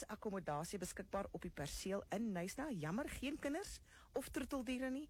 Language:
Afrikaans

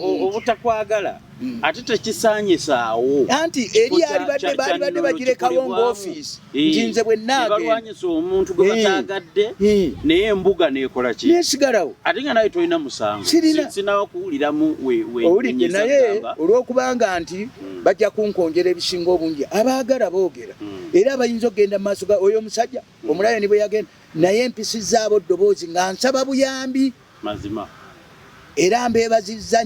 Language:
Ganda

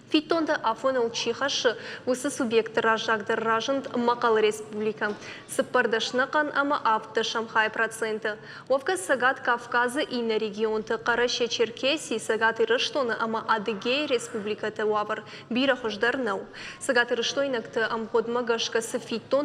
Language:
Ossetic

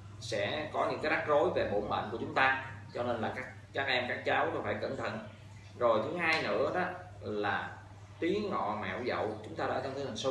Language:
Vietnamese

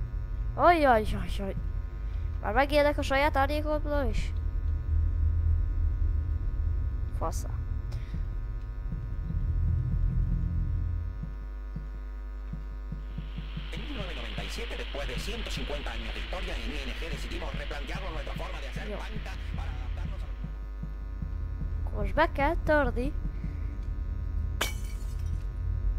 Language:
Hungarian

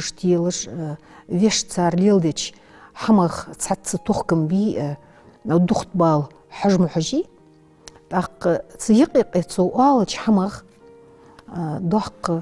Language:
Ingush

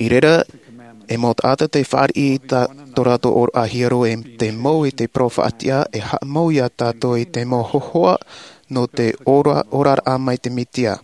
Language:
Tahitian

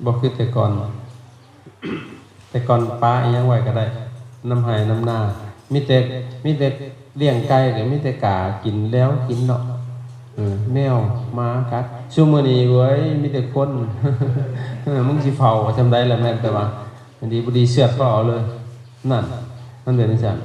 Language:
Lao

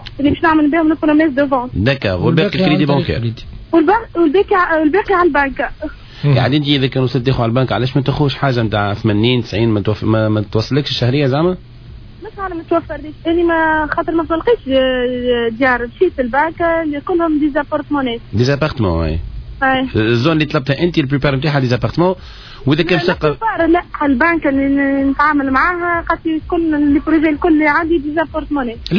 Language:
Tunisian Arabic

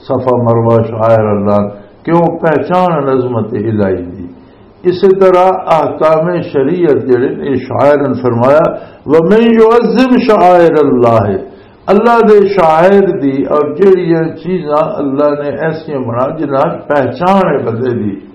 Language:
Western Panjabi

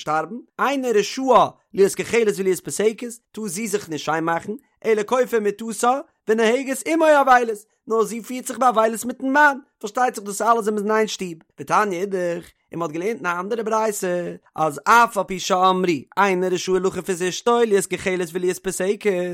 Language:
Yiddish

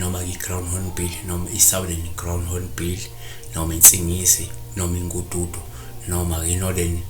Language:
Zulu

